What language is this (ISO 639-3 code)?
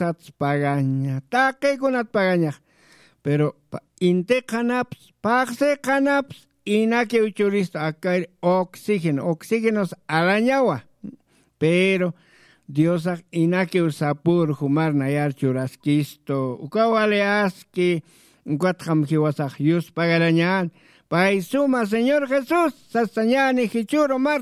aym